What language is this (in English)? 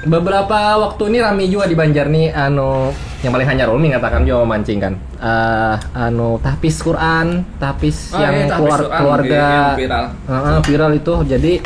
Banjar